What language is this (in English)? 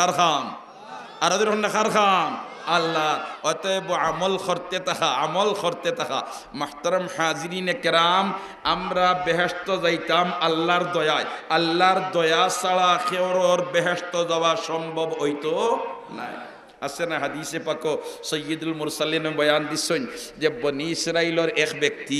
Sylheti